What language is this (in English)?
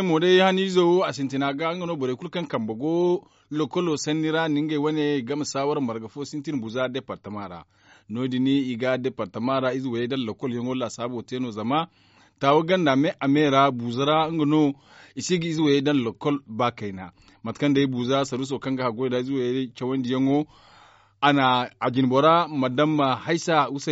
Zarma